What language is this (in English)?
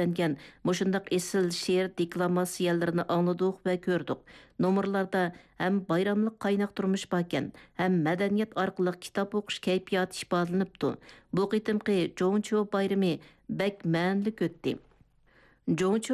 Uyghur